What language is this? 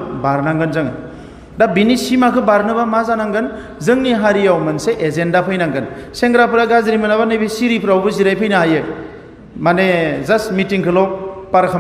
Bodo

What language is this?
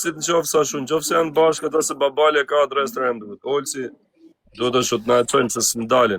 Albanian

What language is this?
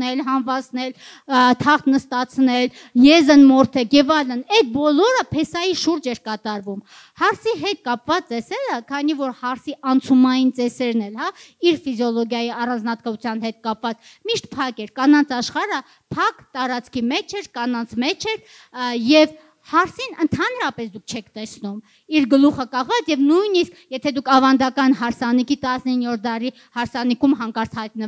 Armenian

